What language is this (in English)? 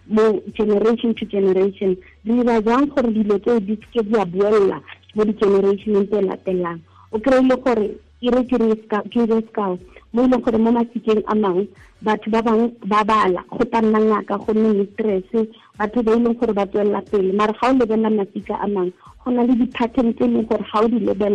Tswana